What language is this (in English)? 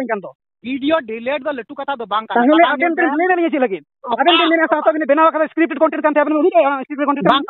Santali